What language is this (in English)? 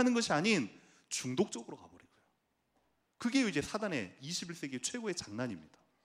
Korean